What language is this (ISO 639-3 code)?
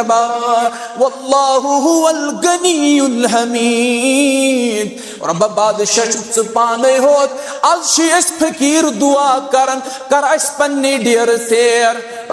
kas